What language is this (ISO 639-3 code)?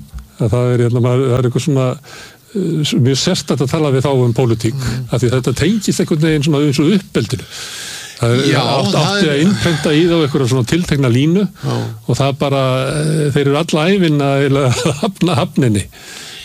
isl